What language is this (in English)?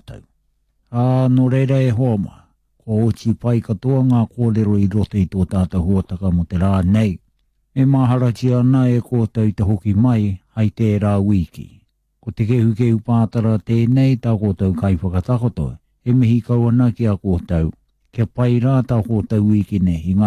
Māori